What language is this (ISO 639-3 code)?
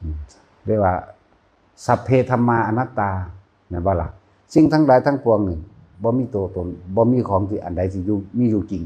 tts